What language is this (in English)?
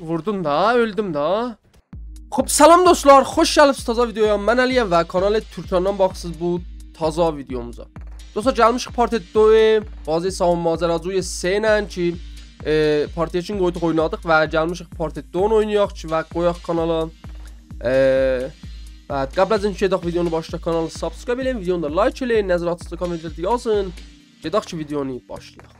South Azerbaijani